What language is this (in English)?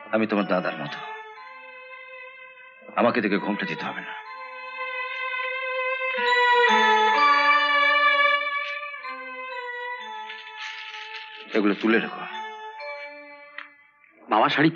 Bangla